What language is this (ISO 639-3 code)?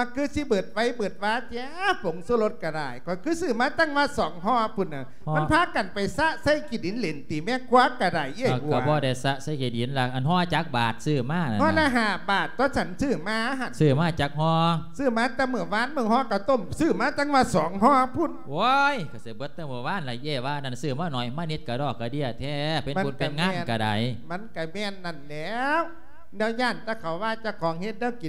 lao